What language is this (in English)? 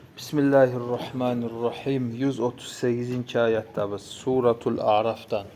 Kumyk